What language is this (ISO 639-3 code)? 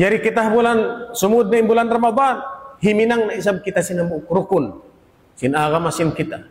tsg